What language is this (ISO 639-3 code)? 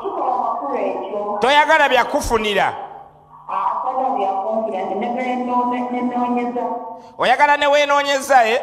lug